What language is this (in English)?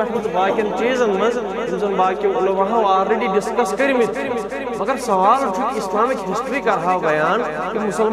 Kashmiri